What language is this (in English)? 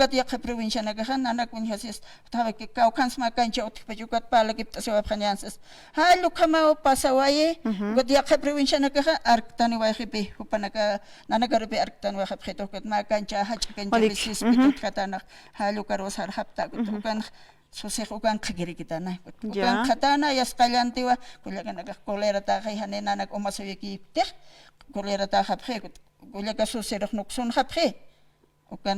Aymara